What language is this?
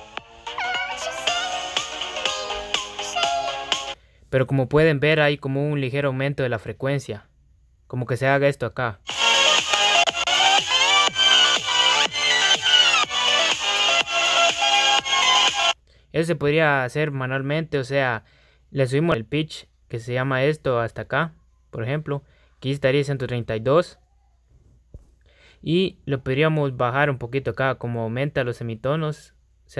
Spanish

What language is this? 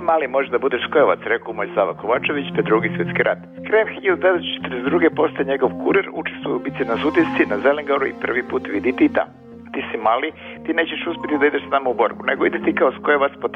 Croatian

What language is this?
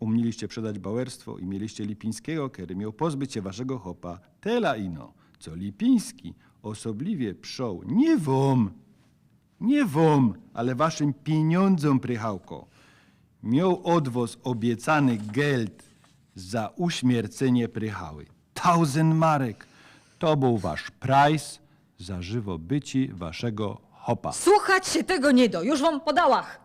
Silesian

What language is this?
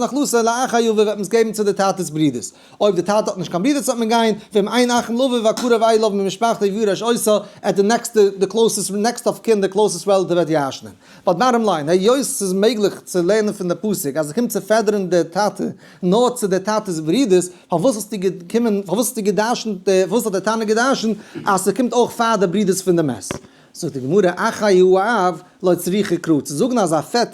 Yiddish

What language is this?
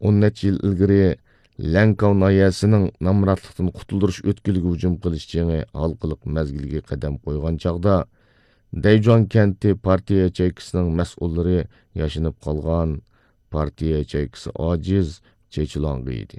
Uyghur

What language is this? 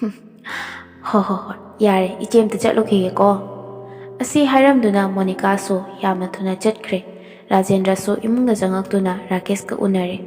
Manipuri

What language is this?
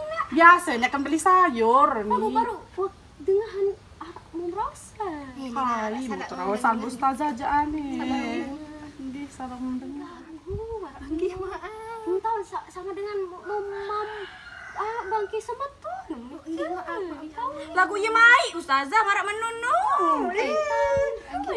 Sasak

